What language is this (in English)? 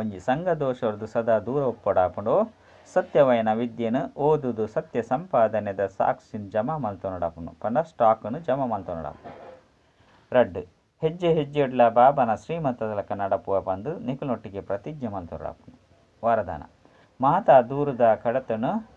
Tulu